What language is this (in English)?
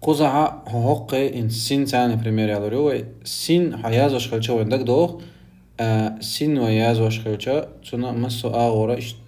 Chechen